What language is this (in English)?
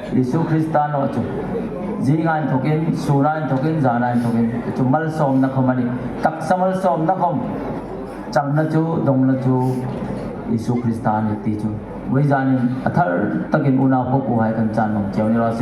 Hmar